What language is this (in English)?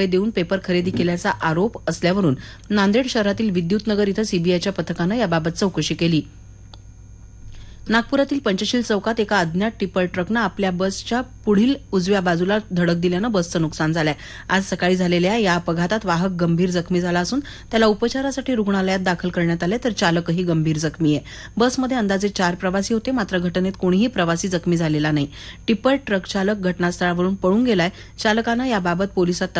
Marathi